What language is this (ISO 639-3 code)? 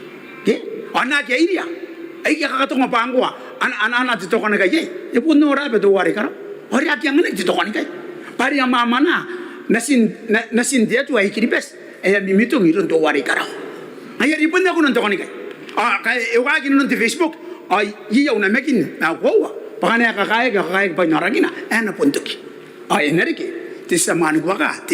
gil